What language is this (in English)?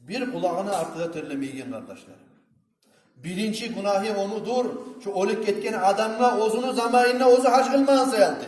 Kumyk